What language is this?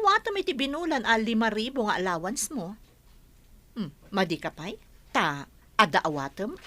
Iloko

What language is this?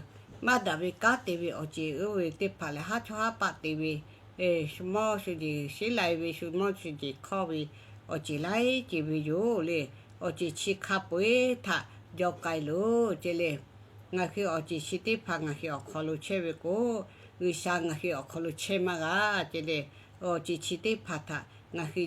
Lahu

